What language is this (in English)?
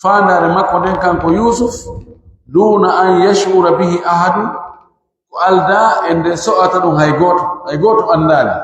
Pular